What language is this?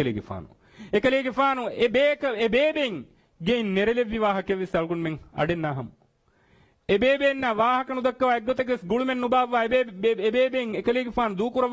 Divehi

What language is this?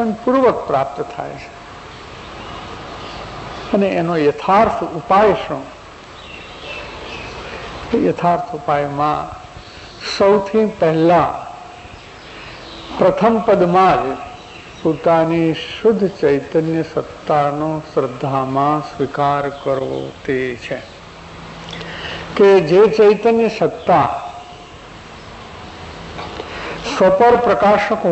Gujarati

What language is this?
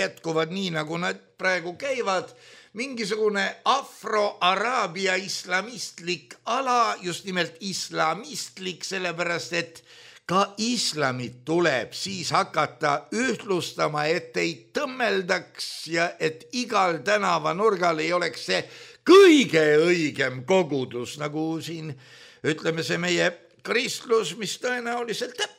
Estonian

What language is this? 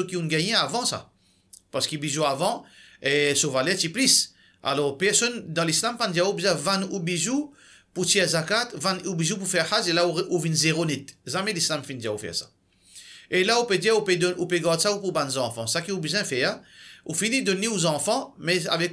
Morisyen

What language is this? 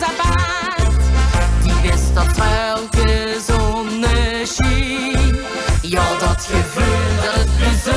Limburgish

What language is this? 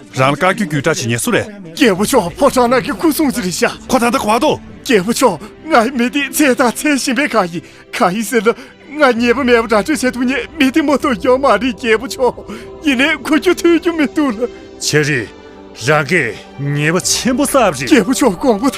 Tibetan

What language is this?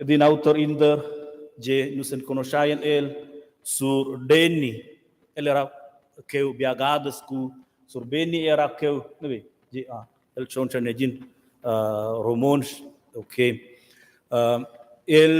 Romansh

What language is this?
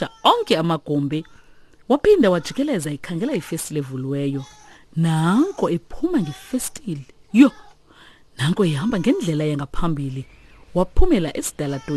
Xhosa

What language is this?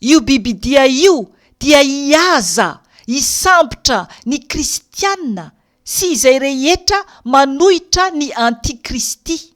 Malagasy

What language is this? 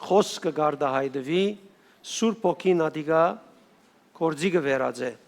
Western Armenian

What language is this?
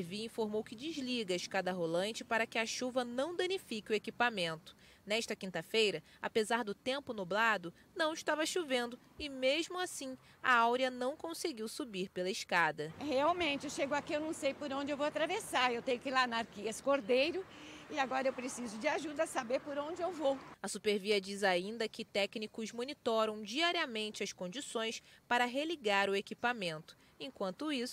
Portuguese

